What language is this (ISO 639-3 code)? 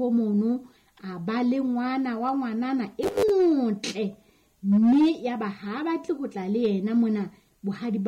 sot